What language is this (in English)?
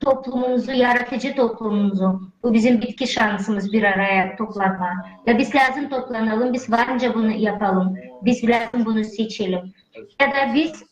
Gagauz